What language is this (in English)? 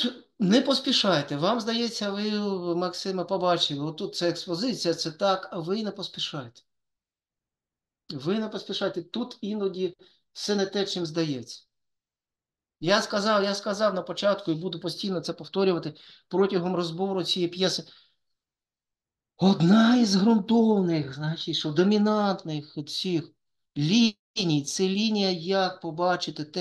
Ukrainian